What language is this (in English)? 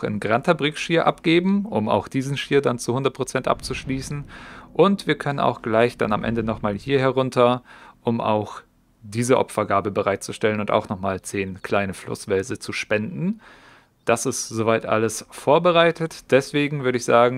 German